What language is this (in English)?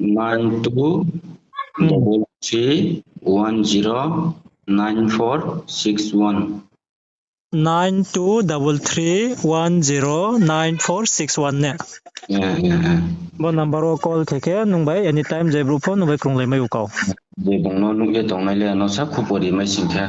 Riang (India)